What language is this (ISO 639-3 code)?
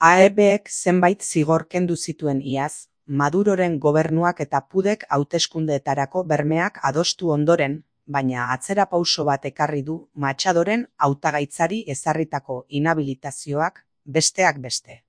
eus